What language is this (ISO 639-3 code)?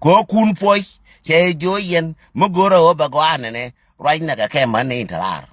nus